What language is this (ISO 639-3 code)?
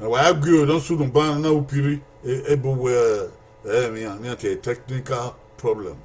bin